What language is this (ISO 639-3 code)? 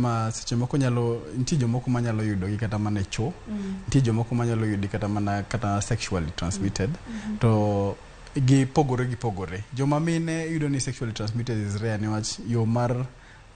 luo